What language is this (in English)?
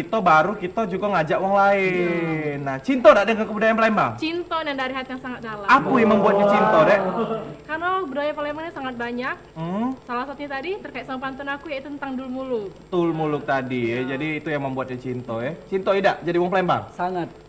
Musi